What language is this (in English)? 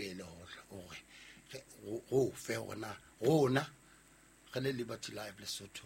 Southern Sotho